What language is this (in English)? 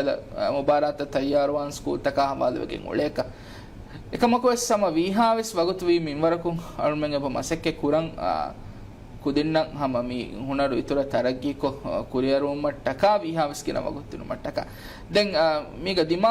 Divehi